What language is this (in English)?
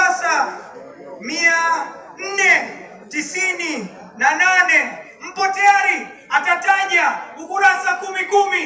Swahili